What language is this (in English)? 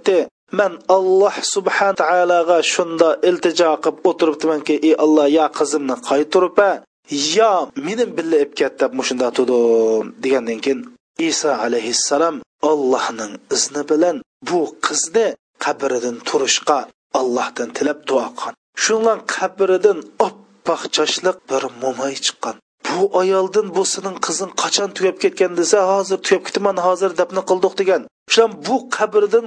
Uyghur